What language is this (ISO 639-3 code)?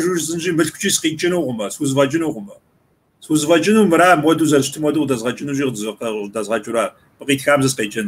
kbd